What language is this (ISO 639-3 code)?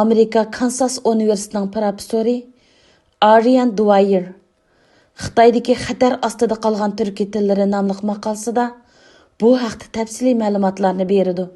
uig